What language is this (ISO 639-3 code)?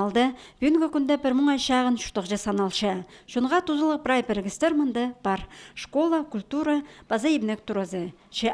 kjh